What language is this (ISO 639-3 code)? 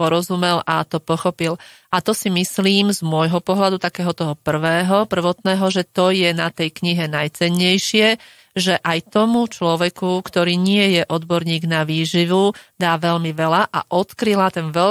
slk